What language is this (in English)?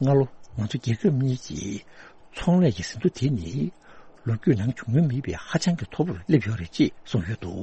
Tibetan